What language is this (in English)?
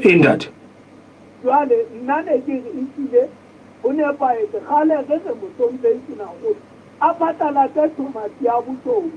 Southern Sotho